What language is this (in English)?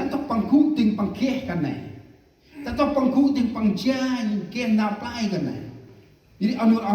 Central Mnong